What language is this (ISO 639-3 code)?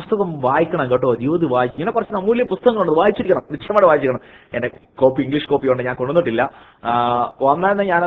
mal